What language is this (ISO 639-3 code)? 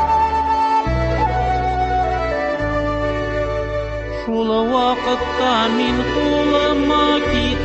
tat